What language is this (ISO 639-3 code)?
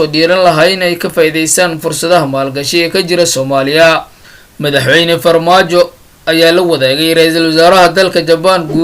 som